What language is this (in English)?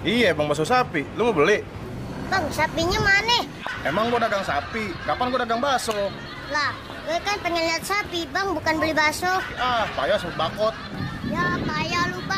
Betawi